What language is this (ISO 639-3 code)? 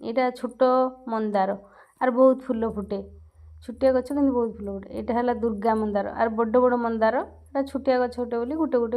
ori